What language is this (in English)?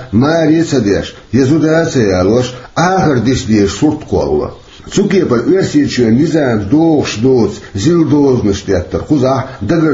Chechen